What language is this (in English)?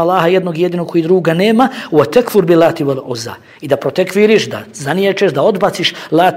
Bosnian